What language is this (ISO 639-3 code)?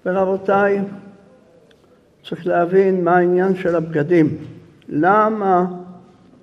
heb